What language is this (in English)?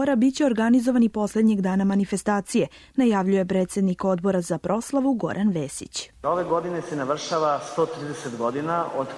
Serbian